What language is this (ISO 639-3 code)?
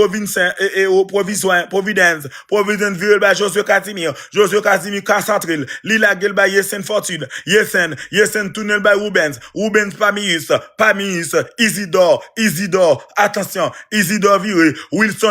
hat